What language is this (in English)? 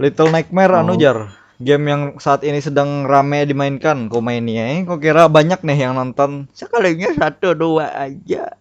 Banjar